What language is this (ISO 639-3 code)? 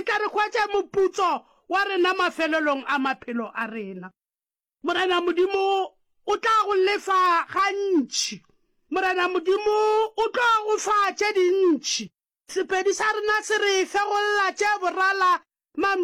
nso